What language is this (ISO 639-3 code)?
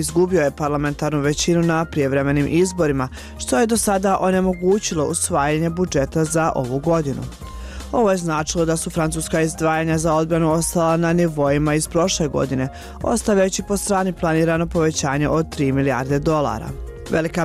bos